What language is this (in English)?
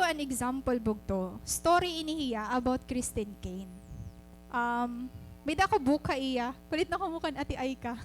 Waray